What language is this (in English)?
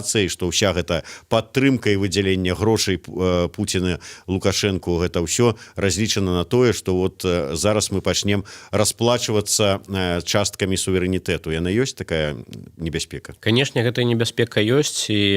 Belarusian